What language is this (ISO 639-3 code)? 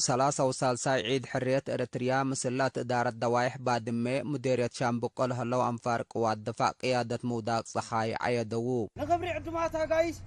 tig